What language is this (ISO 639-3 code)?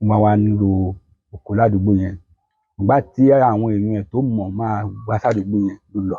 yor